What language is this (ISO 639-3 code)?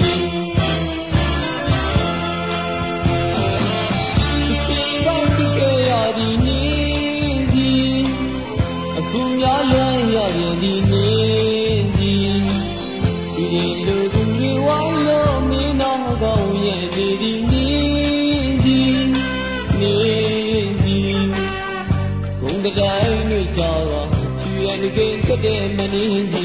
mya